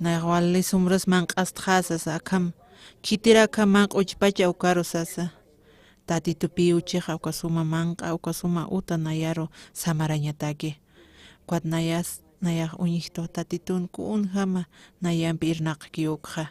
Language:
Aymara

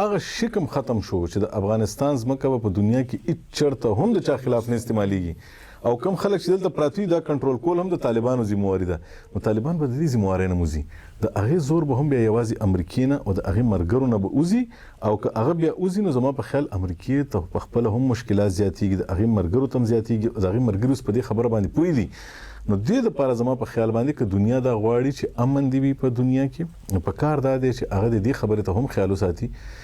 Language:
Pashto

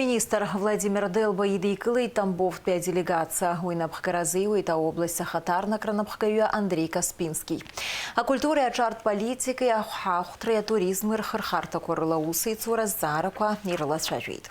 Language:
Abkhazian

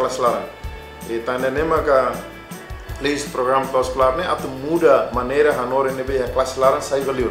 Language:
Tetum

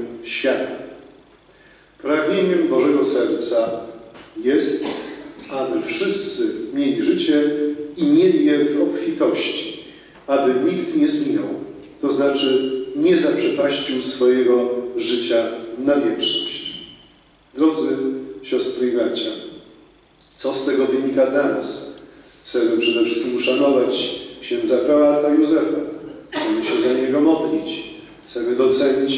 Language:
Polish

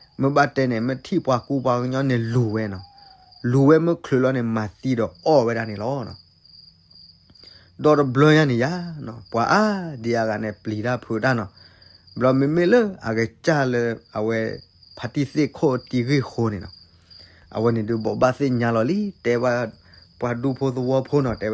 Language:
S'gaw Karen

